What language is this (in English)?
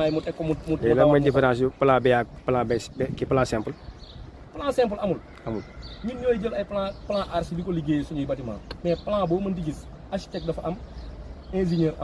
Wolof